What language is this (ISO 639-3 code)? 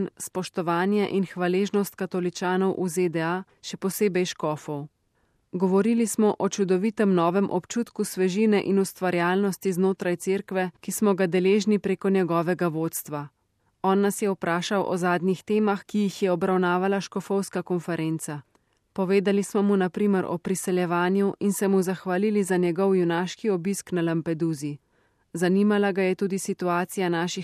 slv